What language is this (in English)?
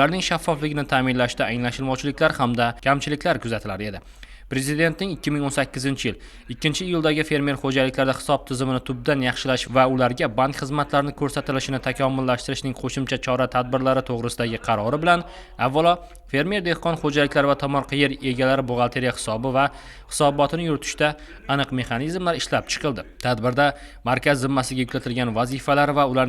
Uzbek